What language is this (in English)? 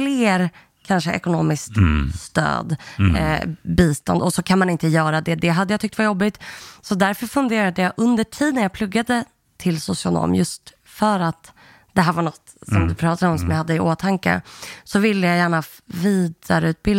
Swedish